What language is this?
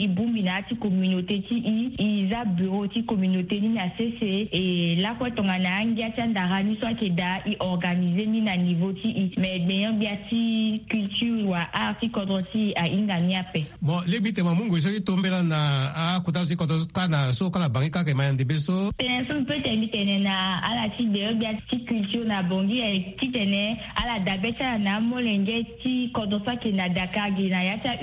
Sango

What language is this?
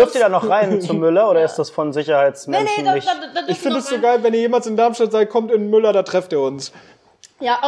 German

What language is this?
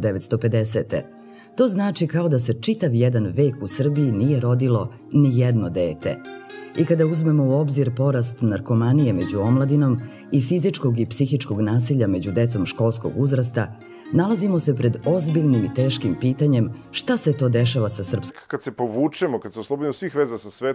Serbian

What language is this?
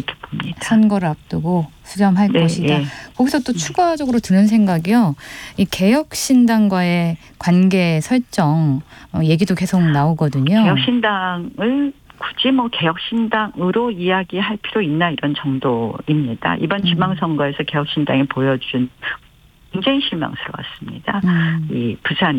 Korean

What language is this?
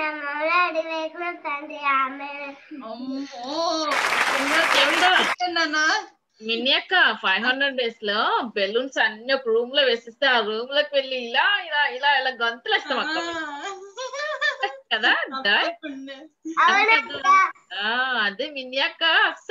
Telugu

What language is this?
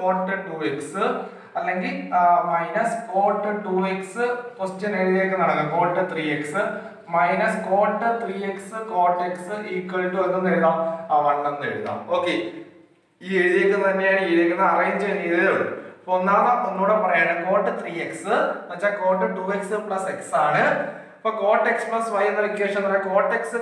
Malayalam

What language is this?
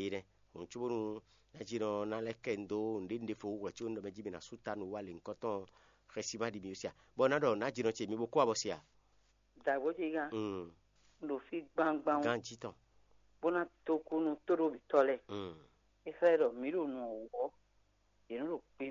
Fon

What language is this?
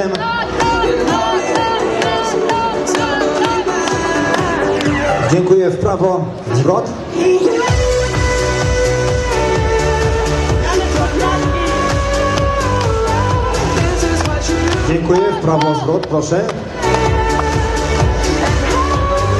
Polish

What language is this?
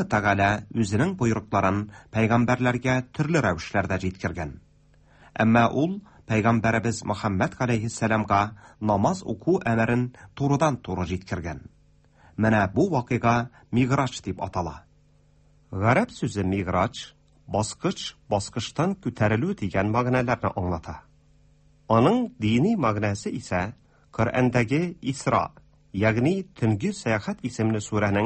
Tatar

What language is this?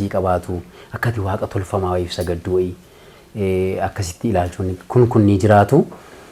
Oromo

